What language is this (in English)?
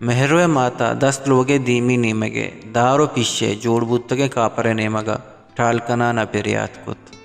Baluchi